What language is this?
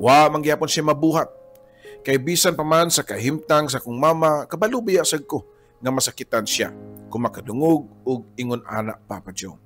Cebuano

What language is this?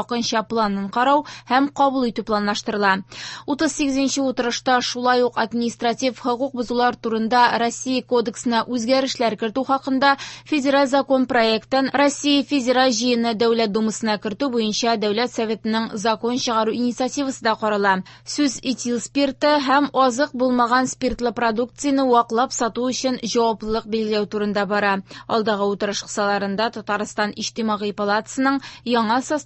Tatar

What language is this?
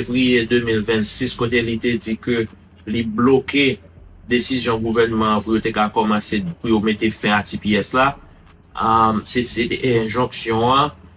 Haitian Creole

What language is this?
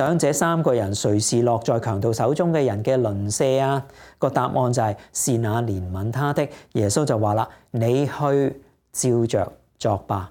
Cantonese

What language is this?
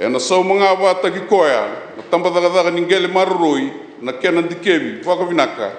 Fijian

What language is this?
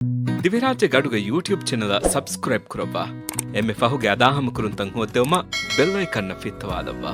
Divehi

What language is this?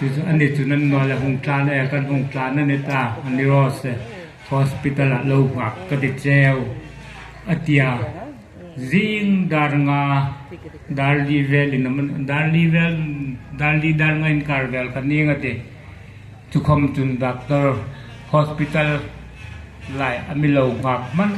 Hmar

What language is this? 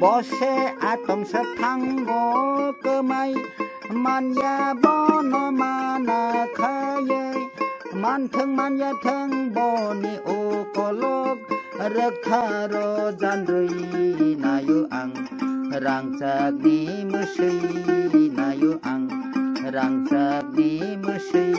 Kok Borok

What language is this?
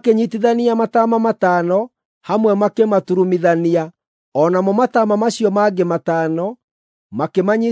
Kikuyu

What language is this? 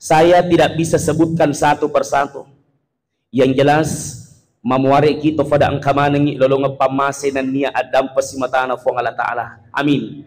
Buginese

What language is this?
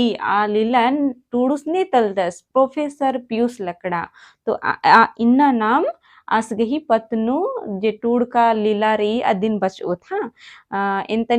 Kurukh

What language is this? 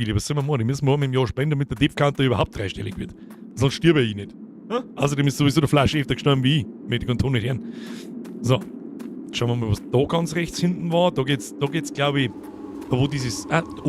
Bavarian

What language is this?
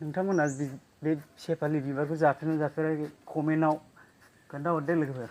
Bodo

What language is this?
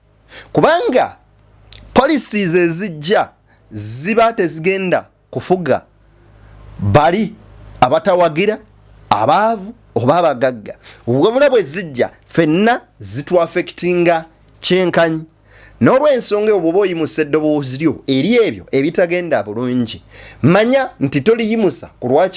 Ganda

